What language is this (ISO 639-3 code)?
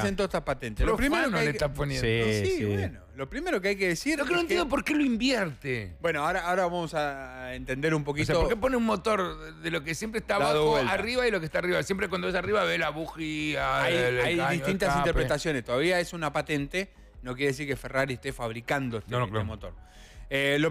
spa